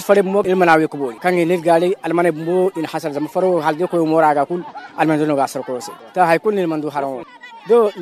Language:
Zarma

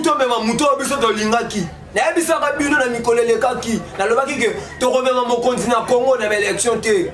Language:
Lingala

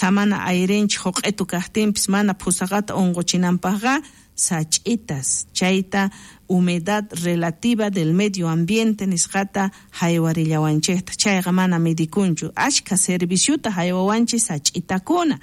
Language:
South Bolivian Quechua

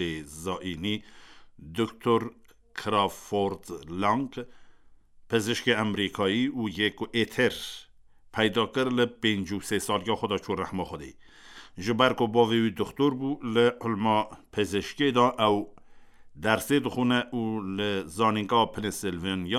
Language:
Kurdish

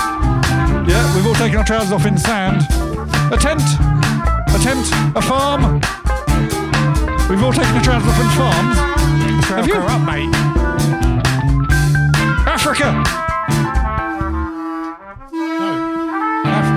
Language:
English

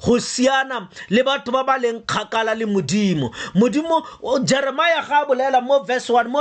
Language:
Tswana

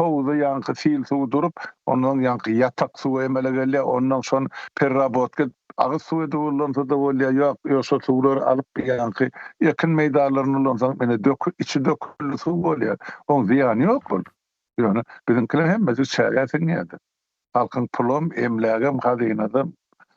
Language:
Turkmen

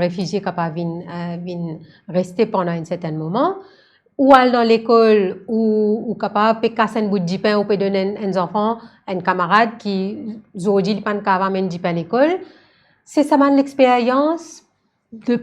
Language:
Morisyen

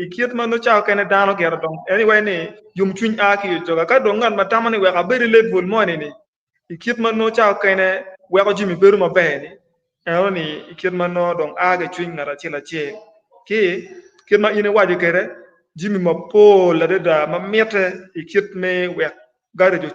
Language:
Acoli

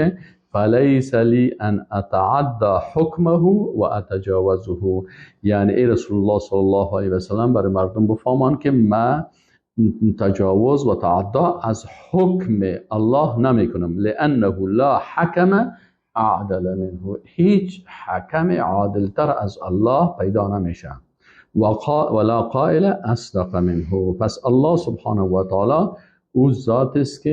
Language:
Persian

